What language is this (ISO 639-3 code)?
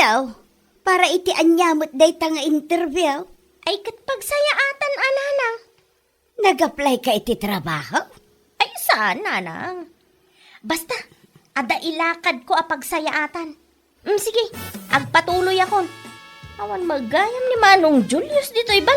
ilo